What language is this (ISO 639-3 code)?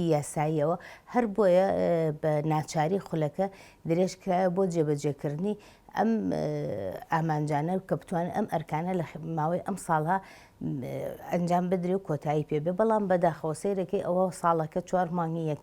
ckb